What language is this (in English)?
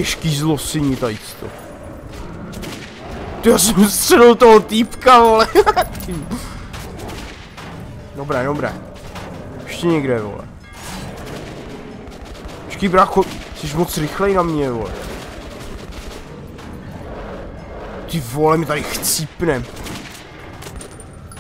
Czech